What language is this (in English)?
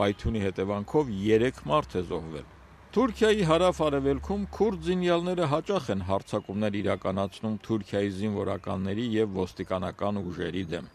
Armenian